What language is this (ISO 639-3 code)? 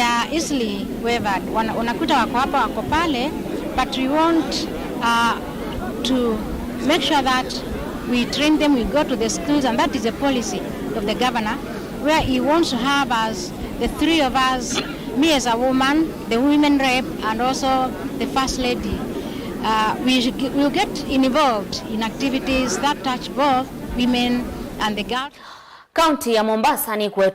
kam